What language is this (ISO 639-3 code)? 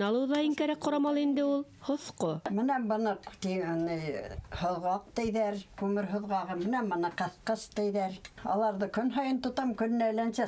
bak